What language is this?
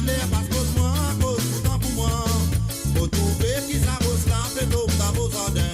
Morisyen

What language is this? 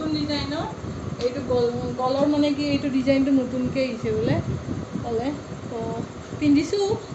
Assamese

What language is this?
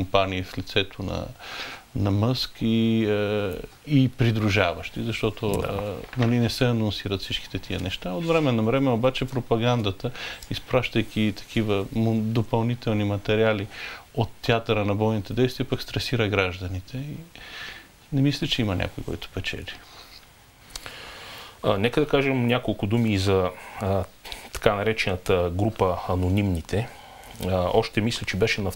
Bulgarian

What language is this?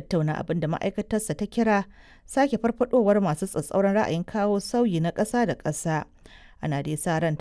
Hausa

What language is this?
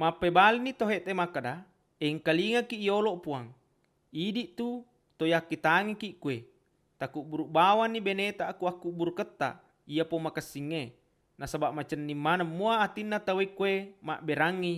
Buginese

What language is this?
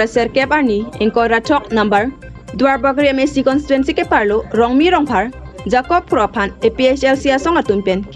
Karbi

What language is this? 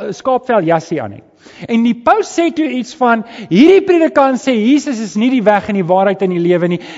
Afrikaans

